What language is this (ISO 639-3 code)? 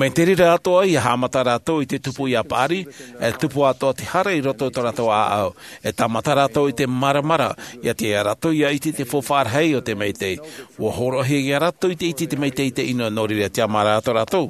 tah